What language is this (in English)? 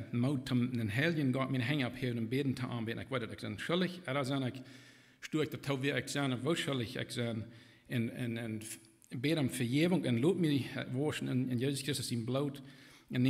Plautdietsch